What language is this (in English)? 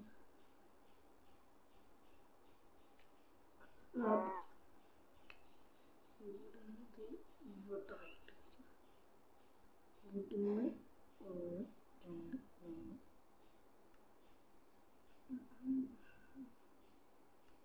Malayalam